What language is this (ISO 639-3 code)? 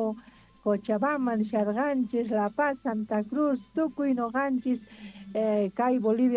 quh